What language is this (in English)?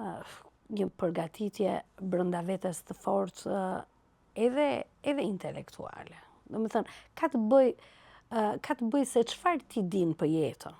Albanian